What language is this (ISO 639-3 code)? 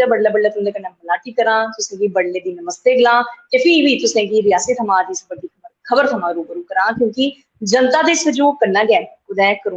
doi